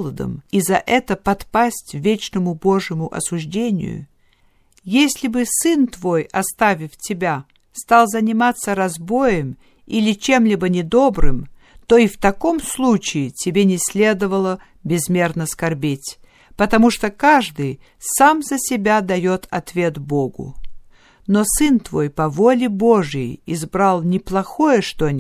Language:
Russian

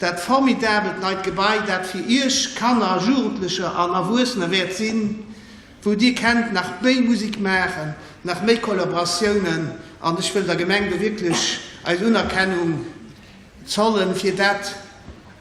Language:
Luxembourgish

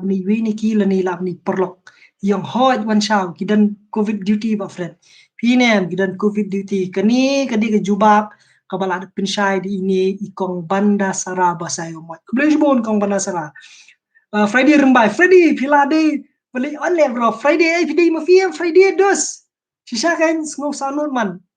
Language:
Khasi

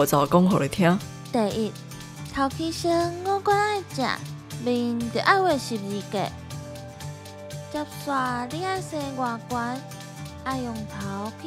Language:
Min Nan Chinese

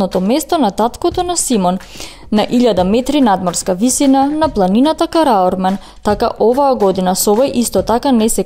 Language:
Macedonian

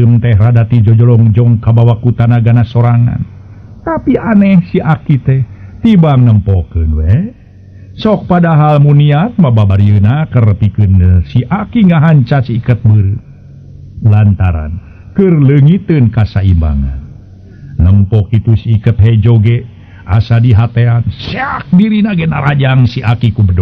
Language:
Sundanese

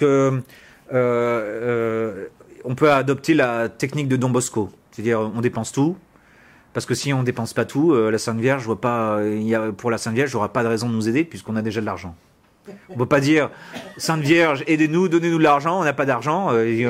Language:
French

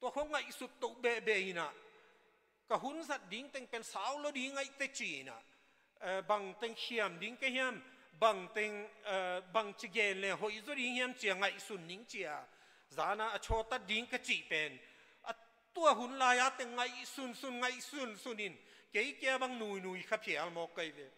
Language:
Tedim Chin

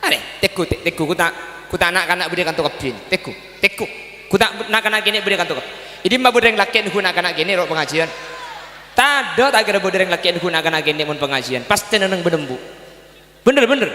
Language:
Madurese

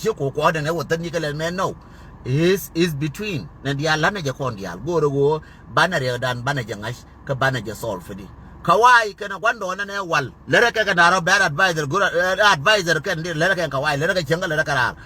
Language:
Nuer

